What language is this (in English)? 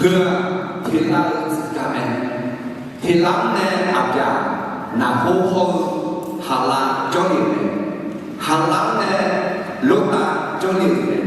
Akha